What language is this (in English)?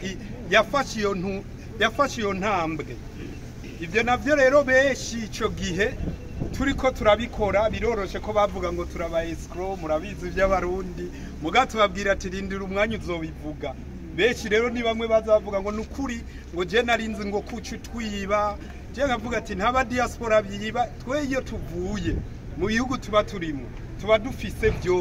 Rundi